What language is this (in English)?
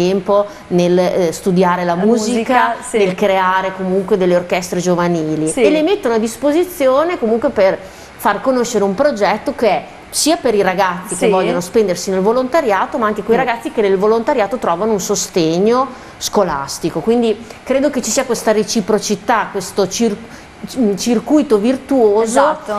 Italian